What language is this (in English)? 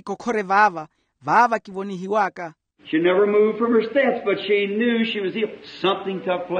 Makhuwa